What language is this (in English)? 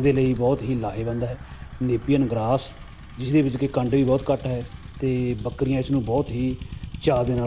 Punjabi